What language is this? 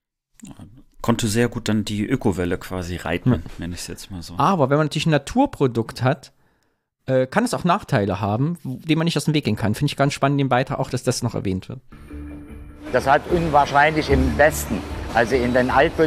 German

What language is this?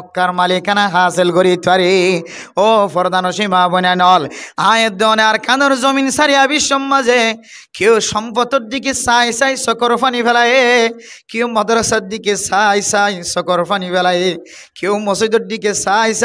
Rohingya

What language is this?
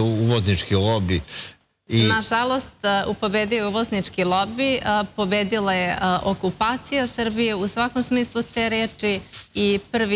Serbian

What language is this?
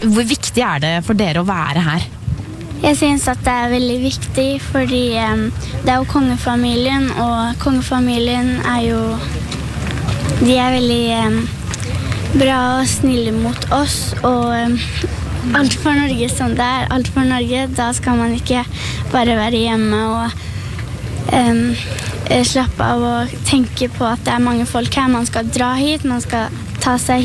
Norwegian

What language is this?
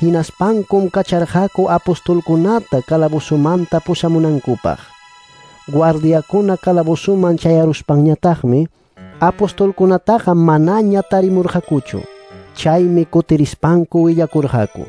Ayacucho Quechua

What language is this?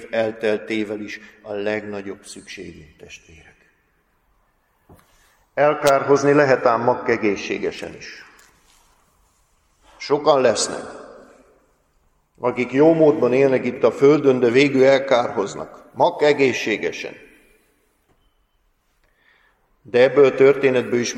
Hungarian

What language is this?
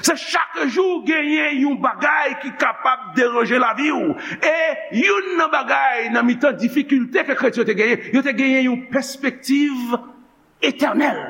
Haitian Creole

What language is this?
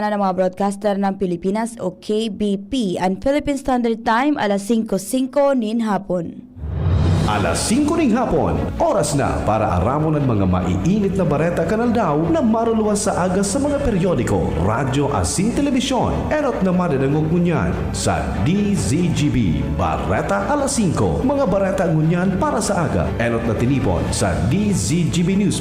Bikol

